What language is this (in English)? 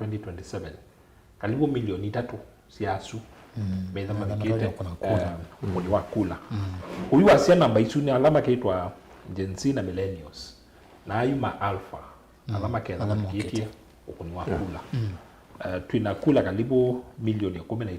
Kamba